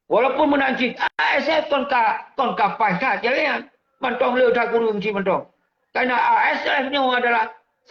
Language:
Achinese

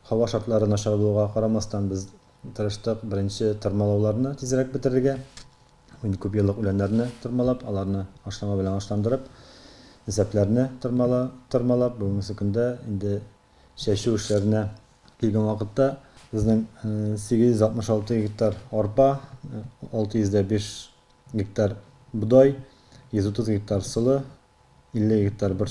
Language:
Tatar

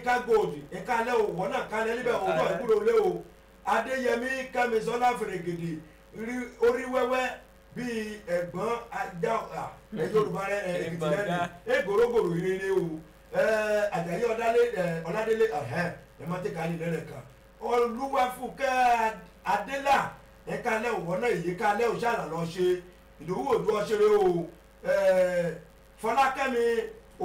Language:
Yoruba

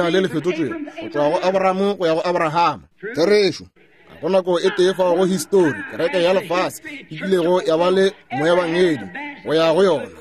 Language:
Northern Sotho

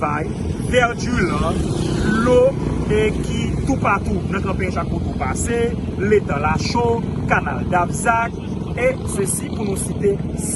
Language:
Haitian Creole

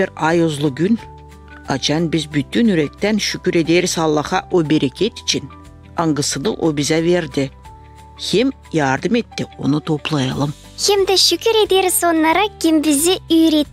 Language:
Gagauz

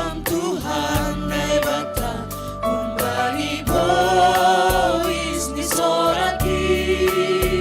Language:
Batak Simalungun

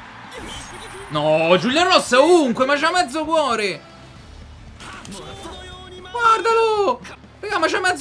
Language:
Italian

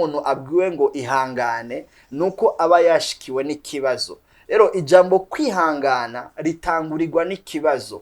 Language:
Rundi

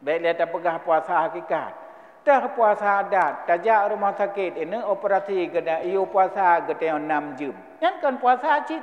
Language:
Achinese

